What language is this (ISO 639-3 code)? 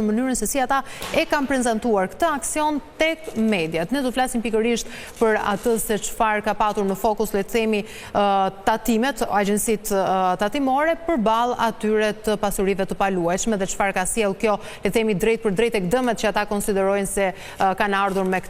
sqi